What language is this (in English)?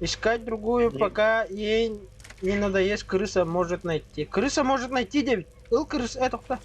Yakut